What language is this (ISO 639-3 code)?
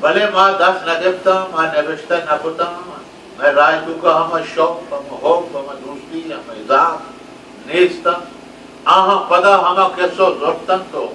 bal